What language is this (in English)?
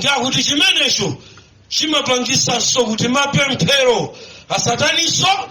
Nyanja